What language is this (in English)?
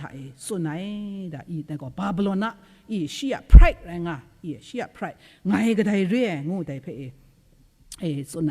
Kachin